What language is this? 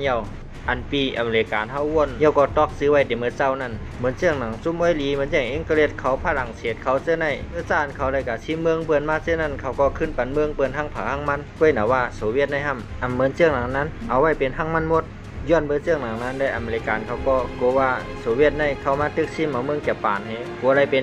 Shan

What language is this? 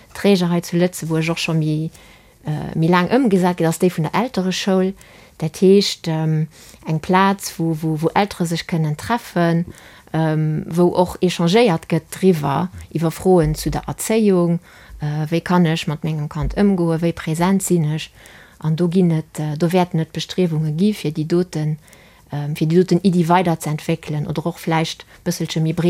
Luxembourgish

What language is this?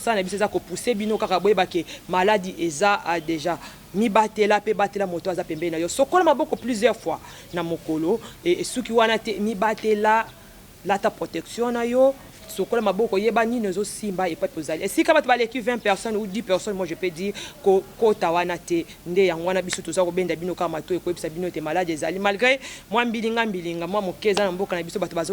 Lingala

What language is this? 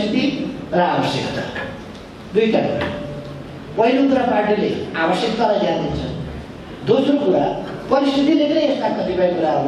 Nepali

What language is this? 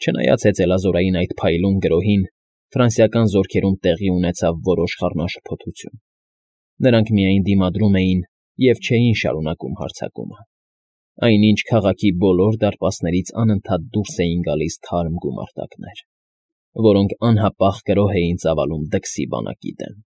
Armenian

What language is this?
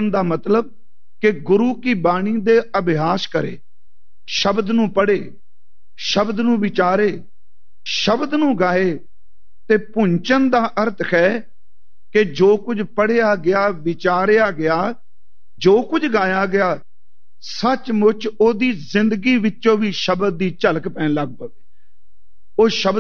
Punjabi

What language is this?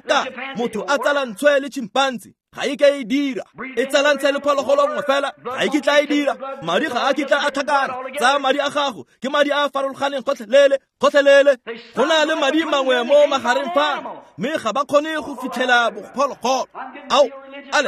Tswana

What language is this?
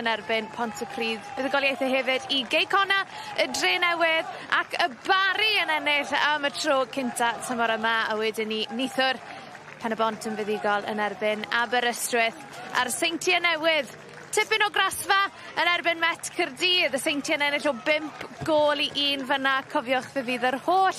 Welsh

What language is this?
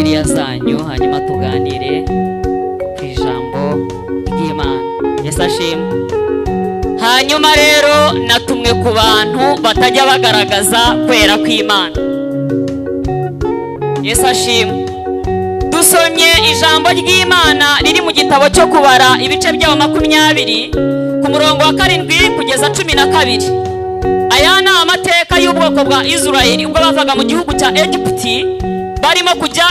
Kinyarwanda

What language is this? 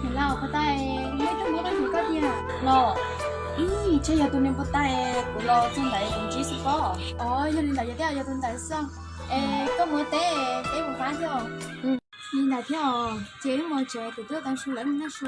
Hmong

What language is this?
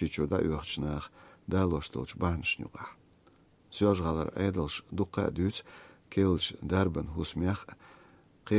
Chechen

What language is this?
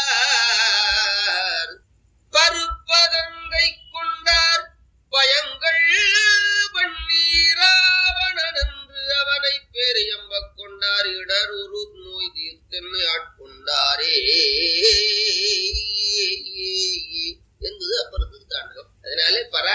Tamil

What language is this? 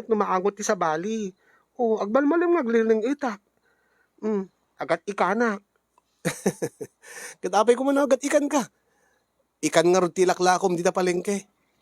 Iloko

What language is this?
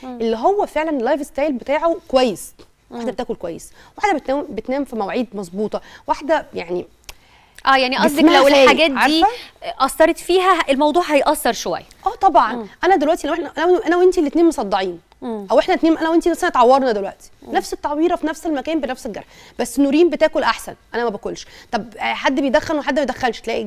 Egyptian Arabic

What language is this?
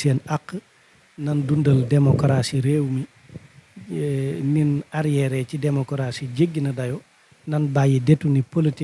Wolof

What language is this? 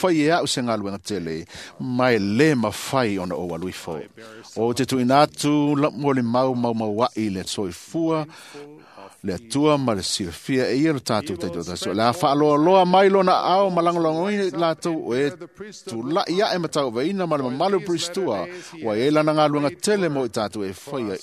Samoan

